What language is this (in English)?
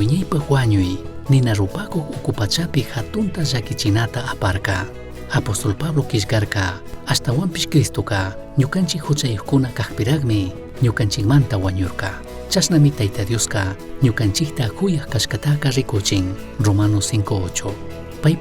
Chimborazo Highland Quichua